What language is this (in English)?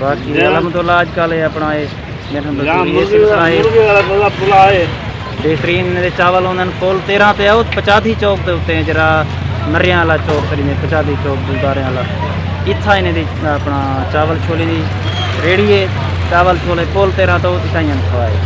Saraiki